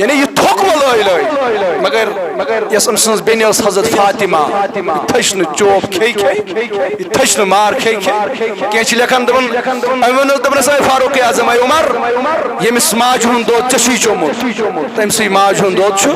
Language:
Kashmiri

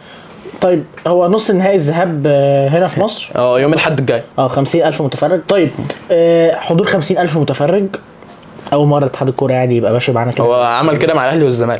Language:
Egyptian Arabic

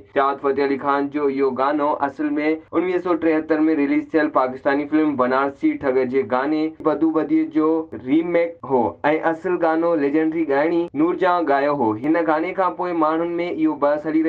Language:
Sindhi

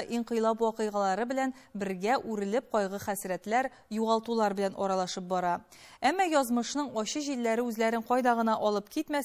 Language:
Tatar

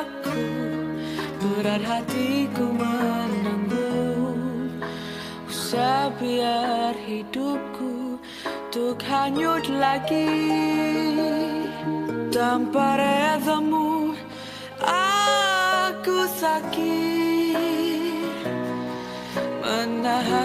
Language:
Malay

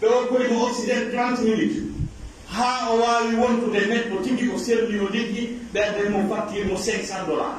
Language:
Pular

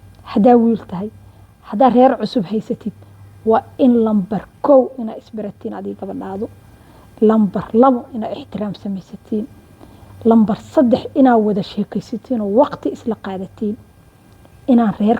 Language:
Somali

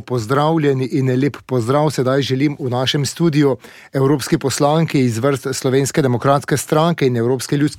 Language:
Slovenian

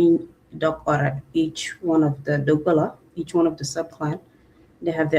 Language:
Acoli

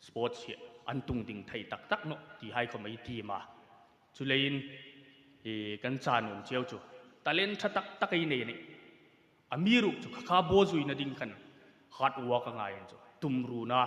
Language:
Hmar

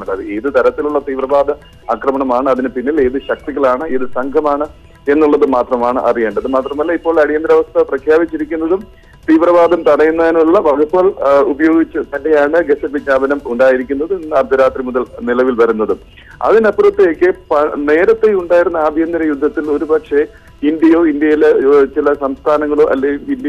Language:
Malayalam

